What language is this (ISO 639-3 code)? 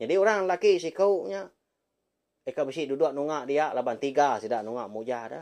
iba